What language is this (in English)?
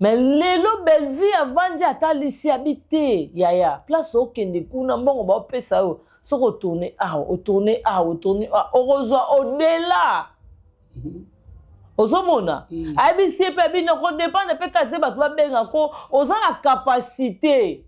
Lingala